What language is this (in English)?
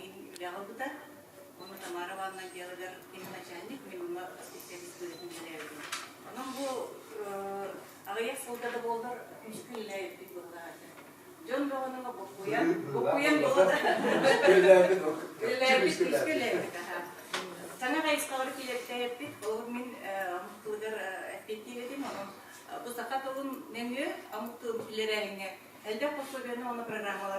Yakut